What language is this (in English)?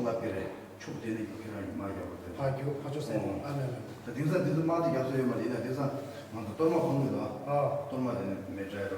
Tibetan